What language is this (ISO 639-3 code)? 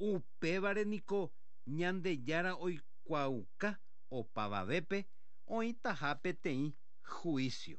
grn